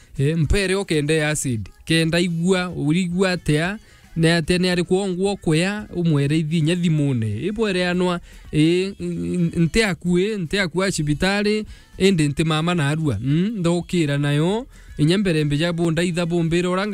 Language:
Meru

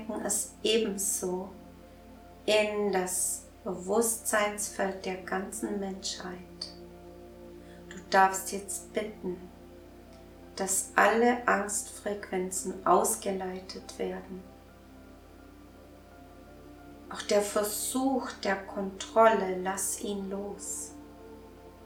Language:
German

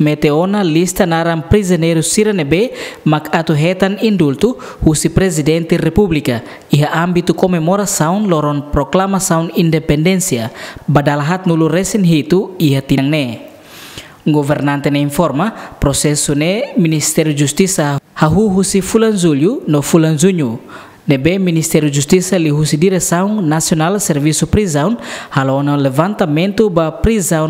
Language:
Tetum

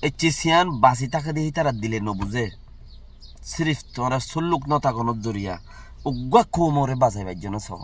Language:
Rohingya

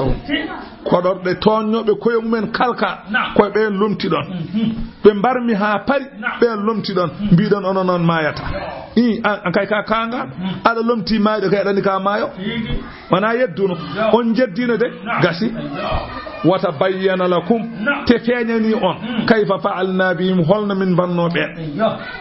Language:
Fula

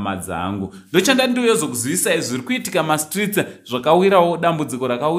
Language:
Shona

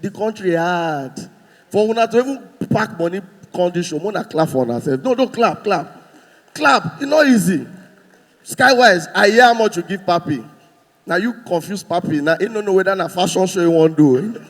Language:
Nigerian Pidgin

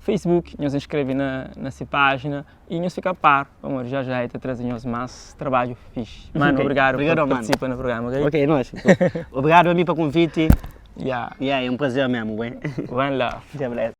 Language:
Kabuverdianu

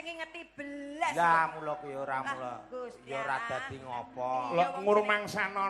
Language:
Javanese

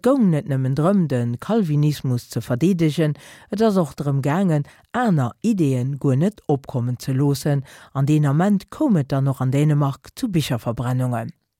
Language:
Luxembourgish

